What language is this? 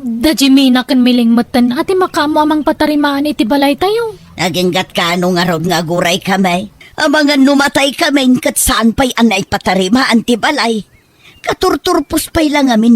Iloko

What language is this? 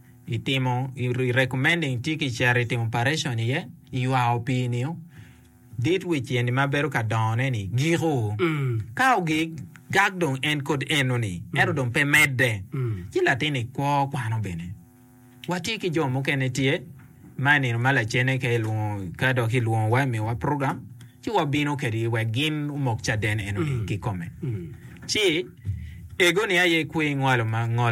Acoli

